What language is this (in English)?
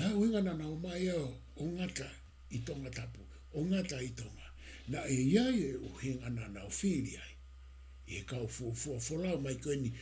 Tongan